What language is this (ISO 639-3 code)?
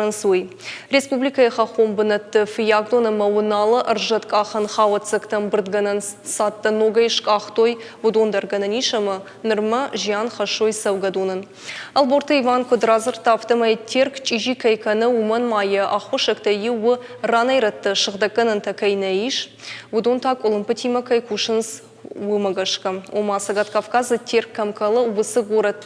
oss